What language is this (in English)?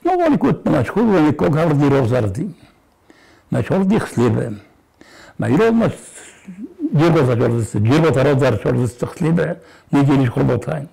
Ossetic